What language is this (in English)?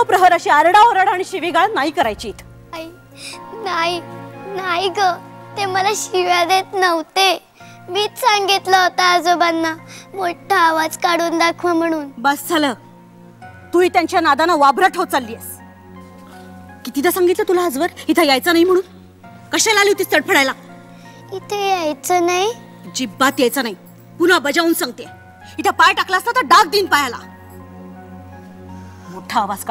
Marathi